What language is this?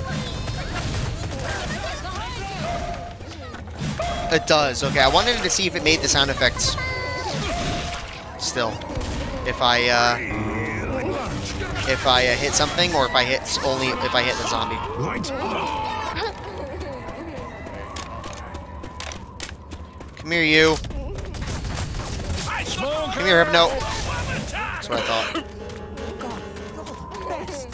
English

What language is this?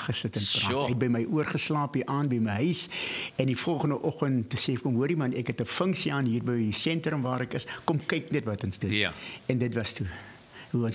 Afrikaans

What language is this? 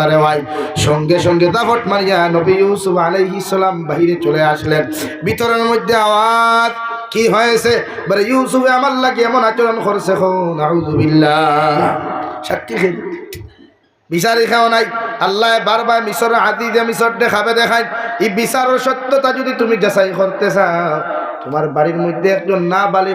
Sylheti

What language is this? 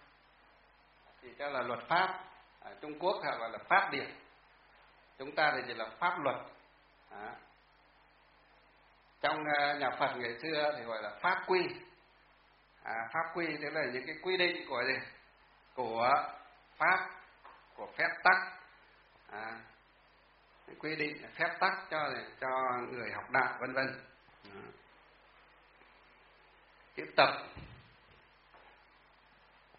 Vietnamese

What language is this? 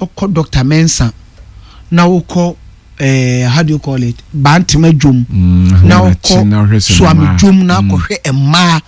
Akan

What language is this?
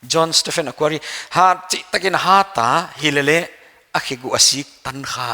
Paite Chin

